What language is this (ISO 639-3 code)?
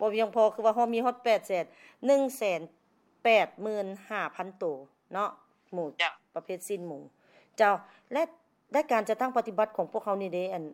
lao